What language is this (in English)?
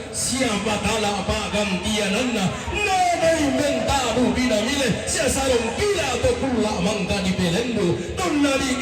Toraja-Sa'dan